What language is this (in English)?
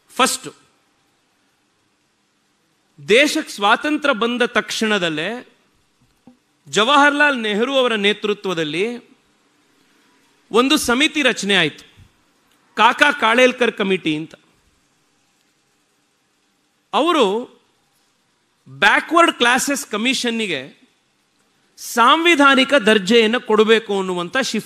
Kannada